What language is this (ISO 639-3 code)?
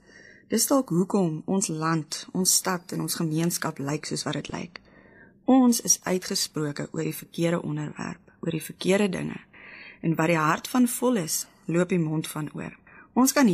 afr